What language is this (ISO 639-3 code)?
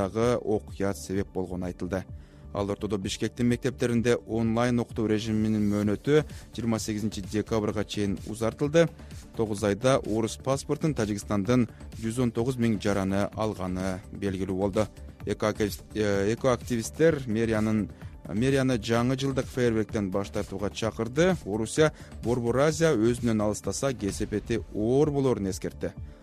kir